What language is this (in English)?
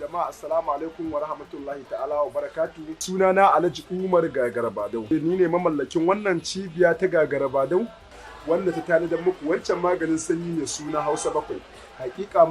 Hausa